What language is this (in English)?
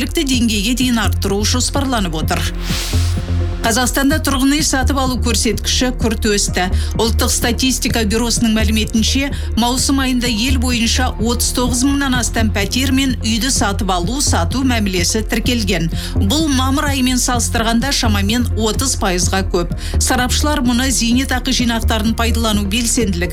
Kazakh